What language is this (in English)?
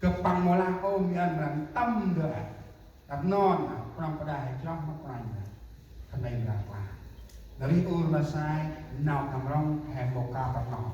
Central Mnong